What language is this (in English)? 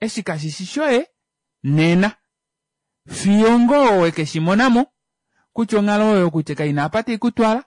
Kuanyama